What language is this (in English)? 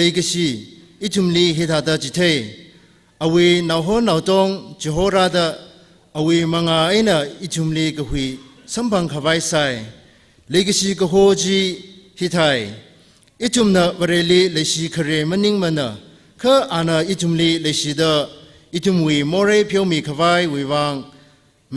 Tangkhul Naga (India)